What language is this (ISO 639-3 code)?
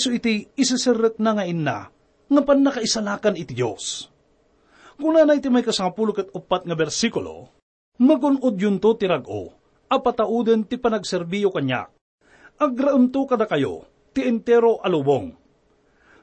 ilo